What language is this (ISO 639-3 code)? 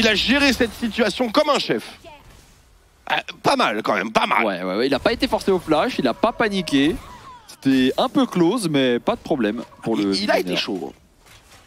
fra